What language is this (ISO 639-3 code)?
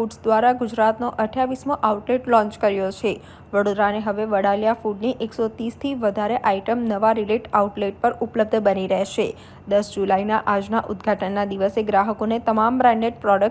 guj